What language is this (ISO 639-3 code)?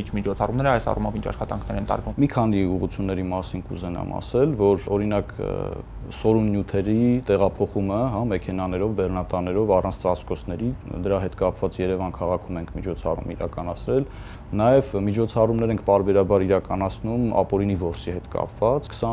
hye